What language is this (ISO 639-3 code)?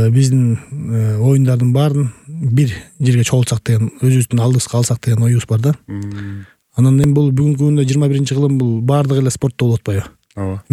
kir